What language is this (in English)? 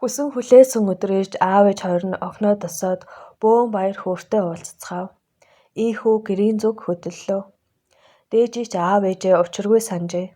Mongolian